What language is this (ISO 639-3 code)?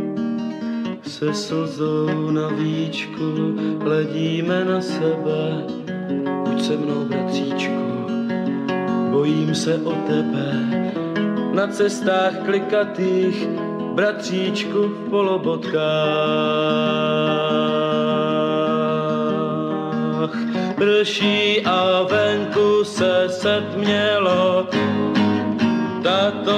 ces